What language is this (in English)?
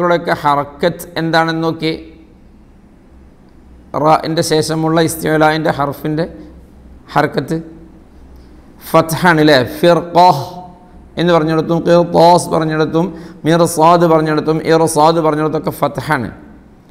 Malayalam